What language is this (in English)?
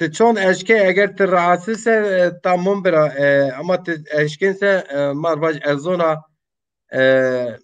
Zaza